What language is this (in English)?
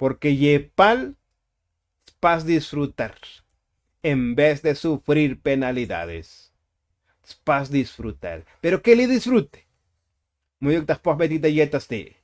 Tzotzil